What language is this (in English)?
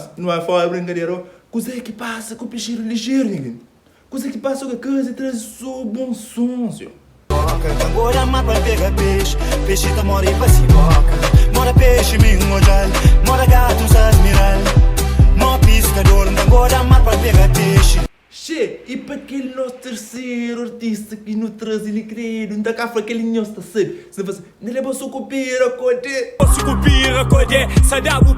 Kabuverdianu